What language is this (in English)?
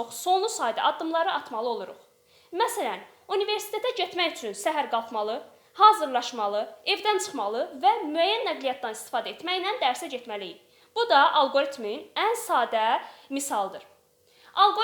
Azerbaijani